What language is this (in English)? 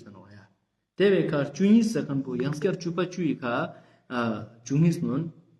Ladakhi